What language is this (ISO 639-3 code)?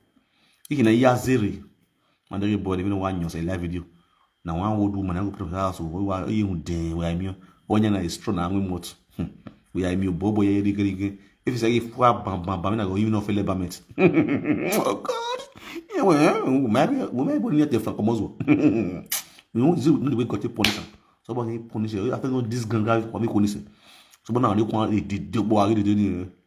pcm